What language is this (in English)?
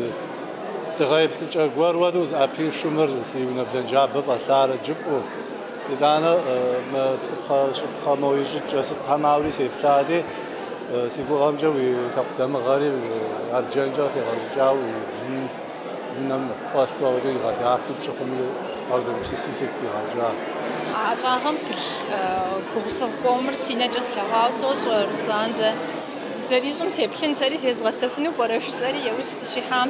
Kabardian